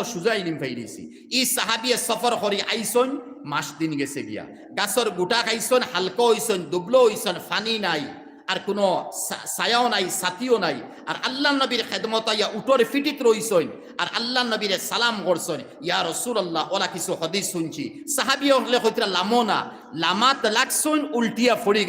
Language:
Sylheti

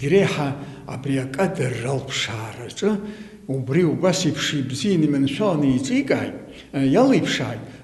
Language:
Abkhazian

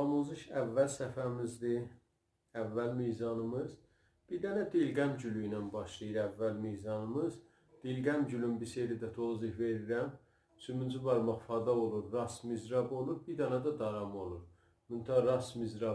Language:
South Azerbaijani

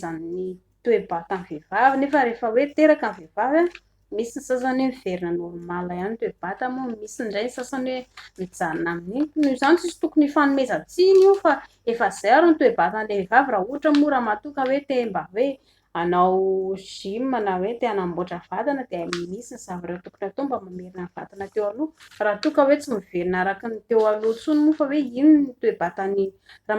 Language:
Malagasy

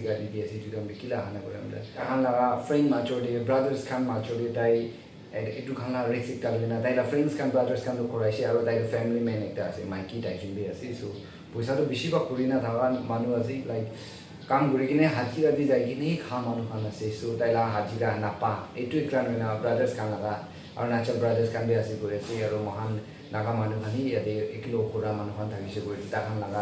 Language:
Naga Pidgin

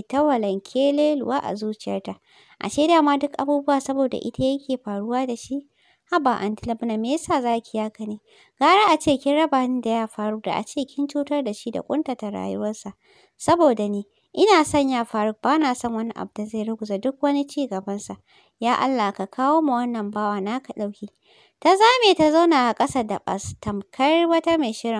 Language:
Hausa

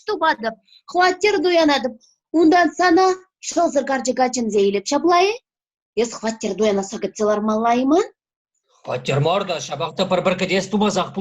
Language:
Chuvash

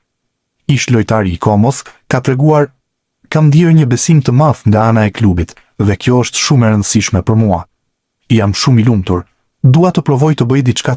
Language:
Albanian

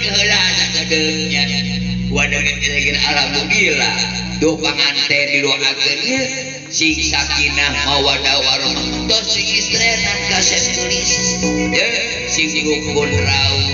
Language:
Sundanese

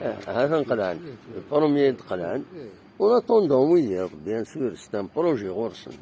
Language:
Kabyle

